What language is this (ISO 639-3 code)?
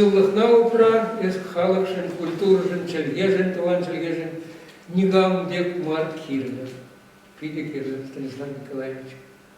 chv